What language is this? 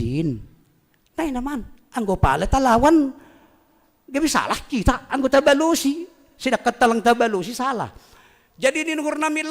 Batak Simalungun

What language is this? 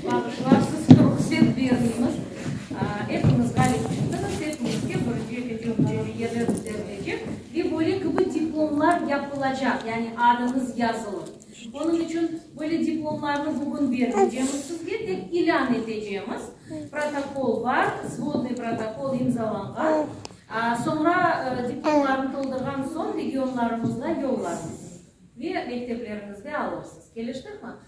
Crimean Tatar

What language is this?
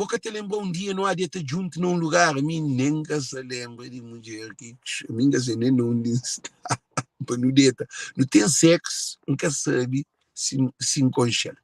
Kabuverdianu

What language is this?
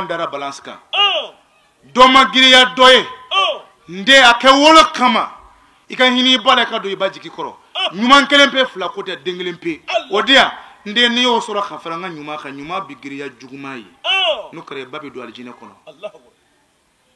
Bambara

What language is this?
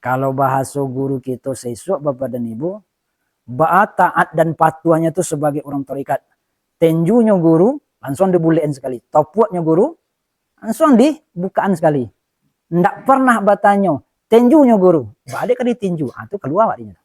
Minangkabau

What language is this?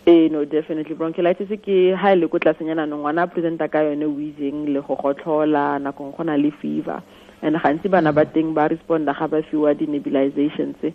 Tswana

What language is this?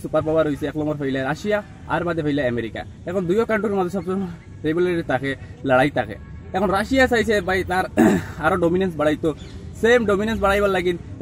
Sylheti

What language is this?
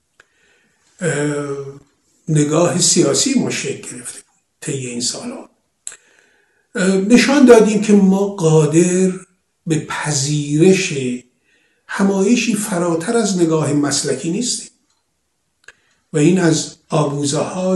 Persian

